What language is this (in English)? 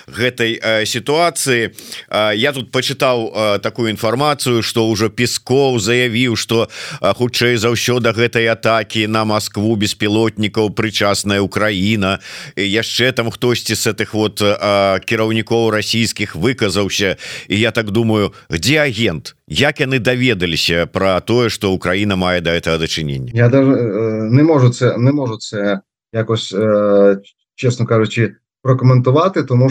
Belarusian